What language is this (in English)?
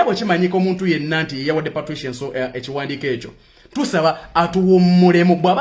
Ganda